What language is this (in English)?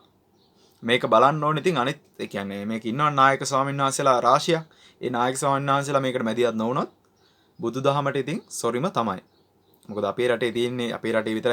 Sinhala